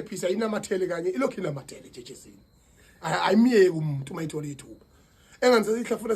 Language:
Zulu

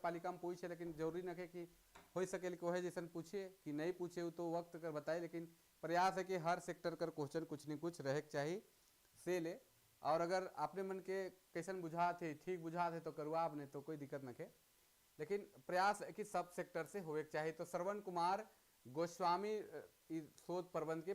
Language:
Sadri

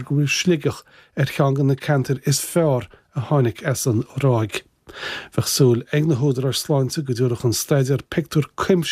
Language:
Irish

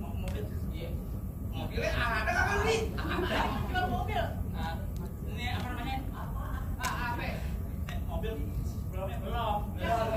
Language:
Betawi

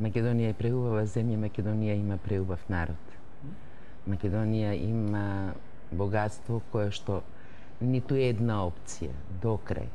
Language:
Macedonian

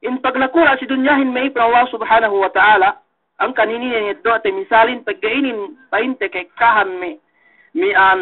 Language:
Yakan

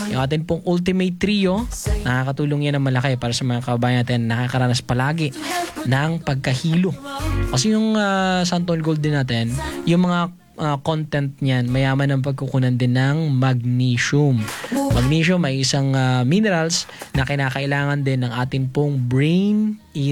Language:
Filipino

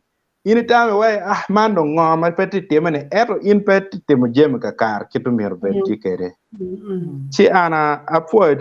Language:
Acoli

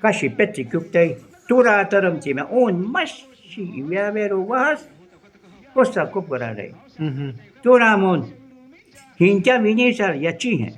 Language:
Shuar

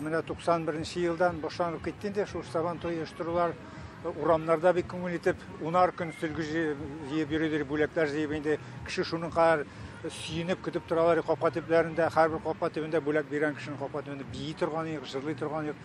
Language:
Tatar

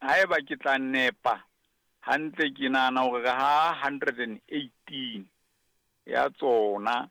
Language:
Southern Sotho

